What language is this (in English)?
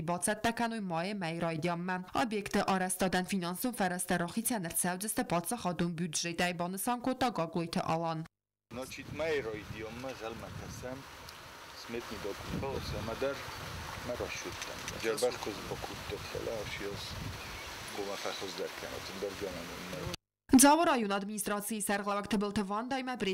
Ossetic